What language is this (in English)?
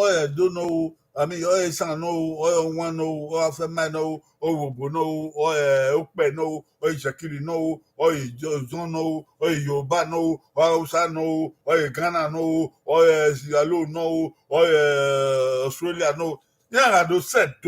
Bini